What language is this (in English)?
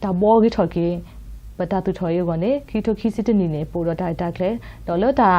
S'gaw Karen